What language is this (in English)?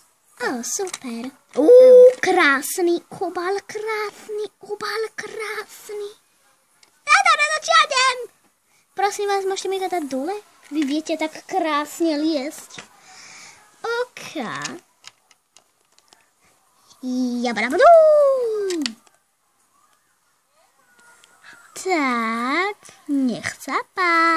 Slovak